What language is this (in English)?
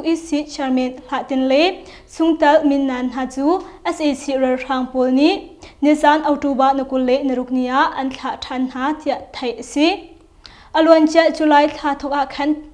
Hakha Chin